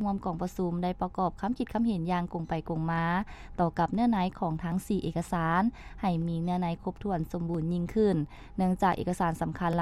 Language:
Lao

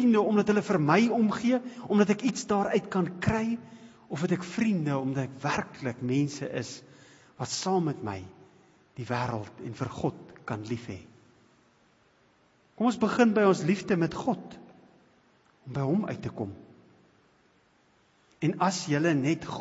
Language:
Afrikaans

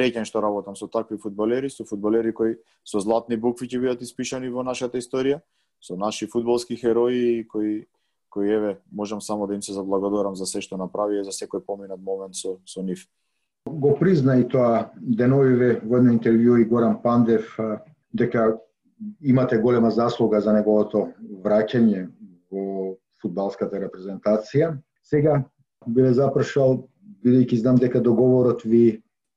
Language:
Macedonian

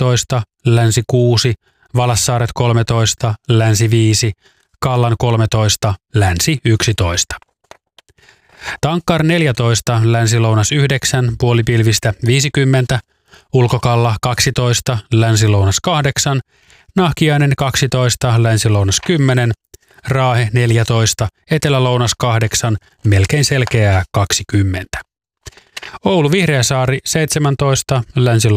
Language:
Finnish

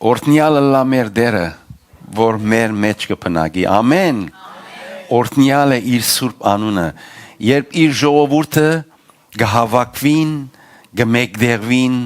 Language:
Western Armenian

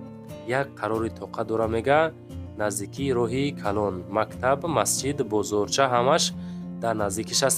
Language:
Tajik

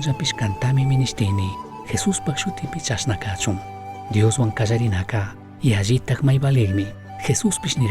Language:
Chimborazo Highland Quichua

